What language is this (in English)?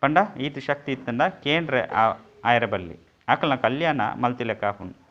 Tulu